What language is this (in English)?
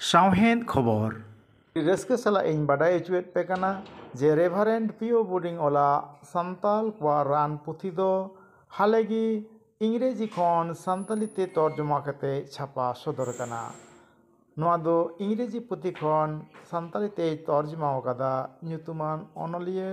Santali